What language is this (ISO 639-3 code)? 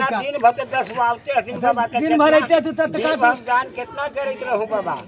mag